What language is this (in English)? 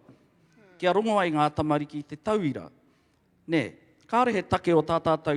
Māori